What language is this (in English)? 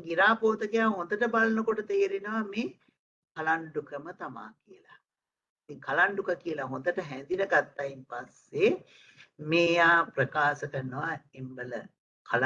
Sinhala